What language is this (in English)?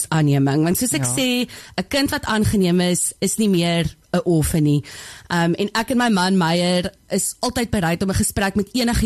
Afrikaans